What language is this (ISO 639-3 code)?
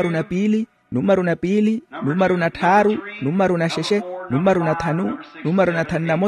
vmw